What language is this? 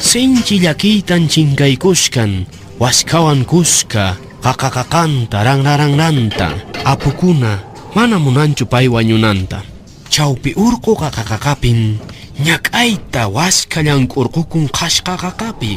Quechua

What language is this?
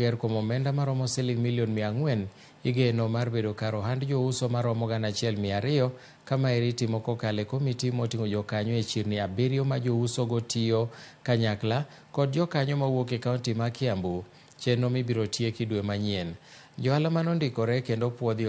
Luo (Kenya and Tanzania)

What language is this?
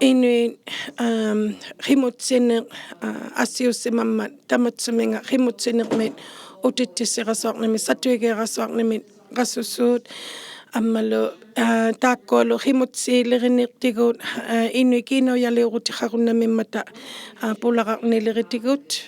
Inuktitut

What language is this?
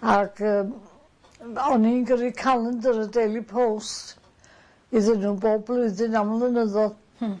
Welsh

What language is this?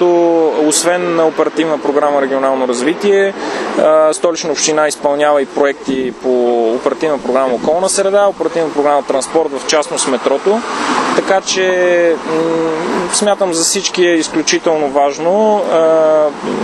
Bulgarian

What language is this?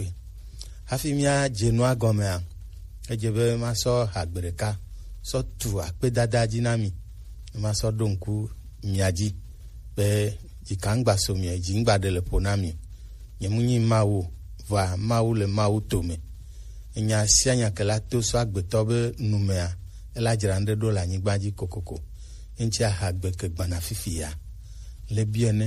Gen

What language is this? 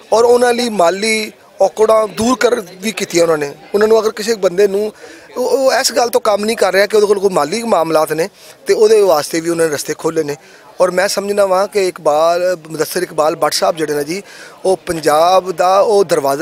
Western Panjabi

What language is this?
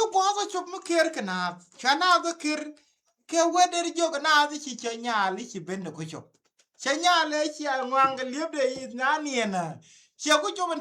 Nuer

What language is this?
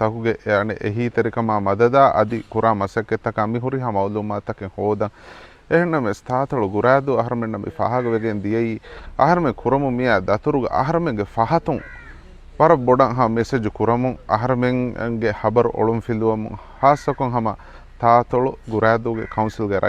Divehi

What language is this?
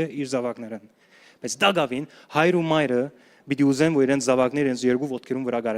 Western Armenian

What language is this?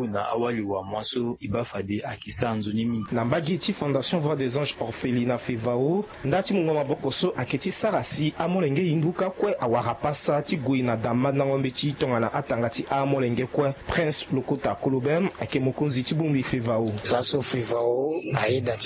Sango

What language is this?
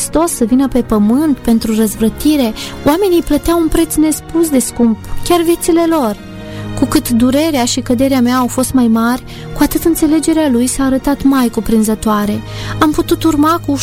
Romanian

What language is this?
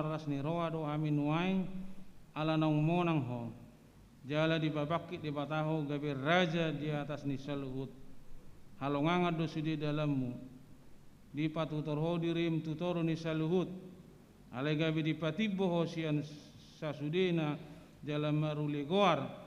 Batak Toba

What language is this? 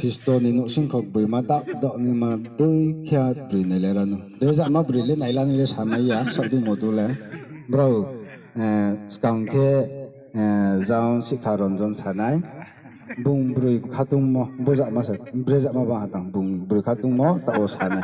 Riang (India)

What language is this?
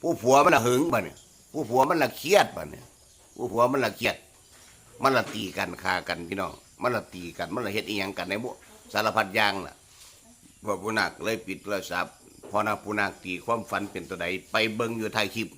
Northeastern Thai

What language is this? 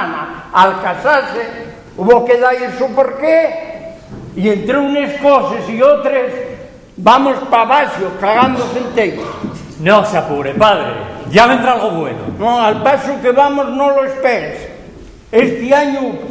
Asturian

